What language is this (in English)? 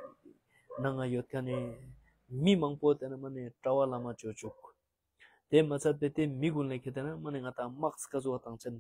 Ladakhi